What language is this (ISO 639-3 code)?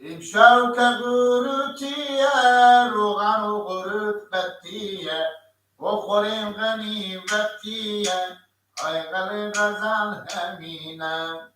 fas